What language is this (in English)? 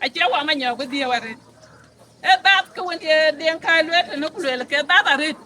Dinka